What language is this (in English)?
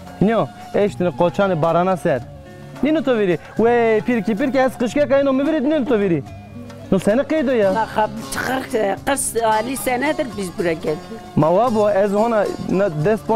Zaza